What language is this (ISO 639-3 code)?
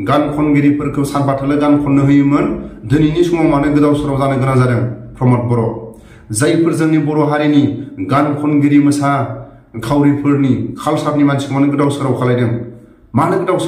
brx